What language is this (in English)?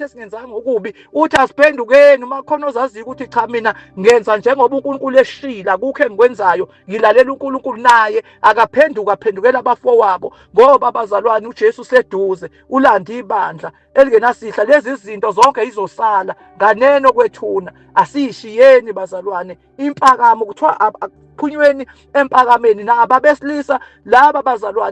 Zulu